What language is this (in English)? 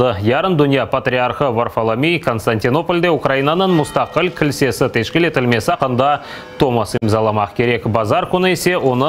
Crimean Tatar